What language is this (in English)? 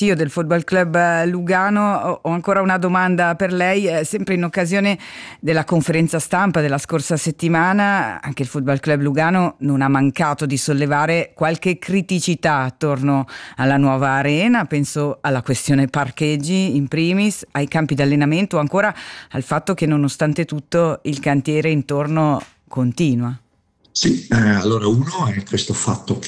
Italian